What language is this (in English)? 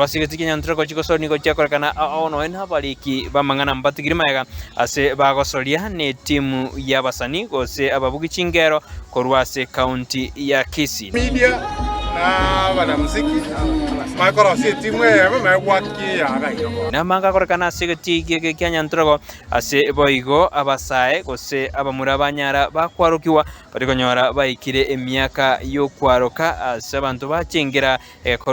Gusii